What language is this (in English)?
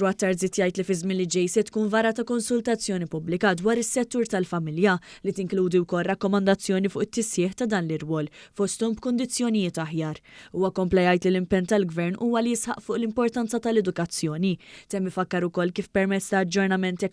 Maltese